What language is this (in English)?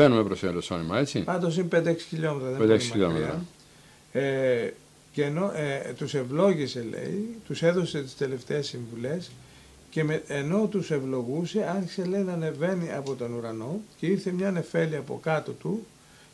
Greek